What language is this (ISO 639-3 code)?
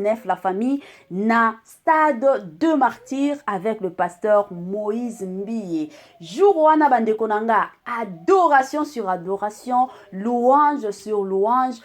lin